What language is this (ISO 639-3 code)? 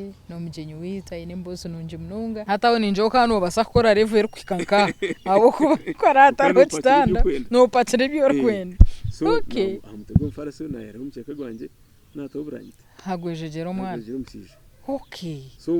nyn